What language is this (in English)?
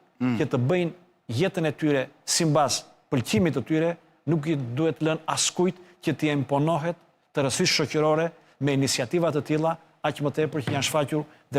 Albanian